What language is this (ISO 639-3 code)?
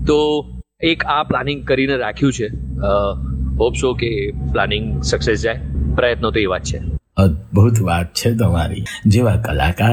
guj